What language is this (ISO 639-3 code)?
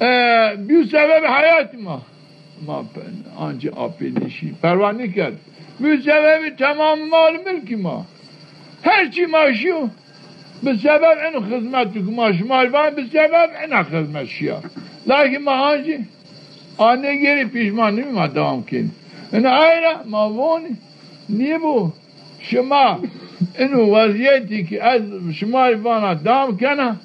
zza